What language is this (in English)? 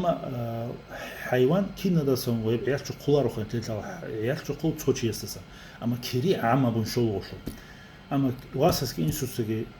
Avaric